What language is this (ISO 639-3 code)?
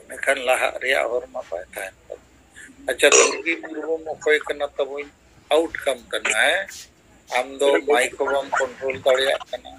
sat